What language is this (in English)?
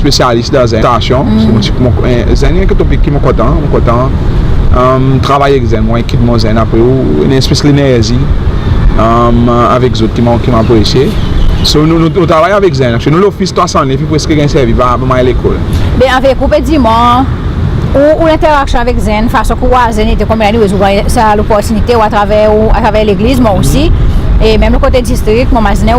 Seselwa Creole French